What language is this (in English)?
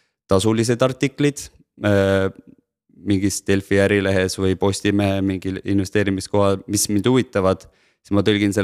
Estonian